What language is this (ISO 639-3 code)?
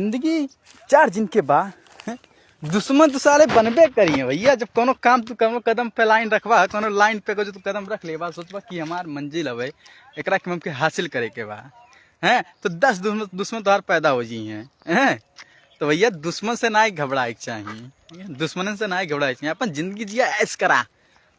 bho